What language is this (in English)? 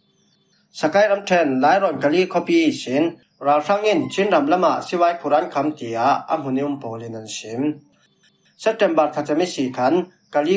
Falam Chin